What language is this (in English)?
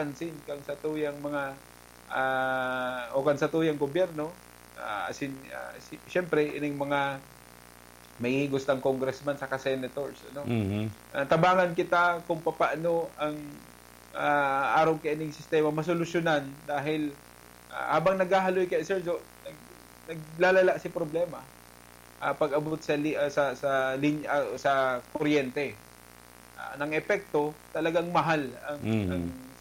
Bikol